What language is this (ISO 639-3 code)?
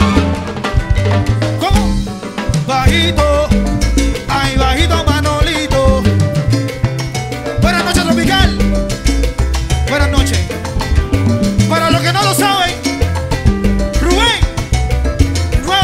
spa